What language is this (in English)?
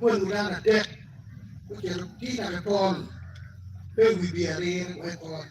Acoli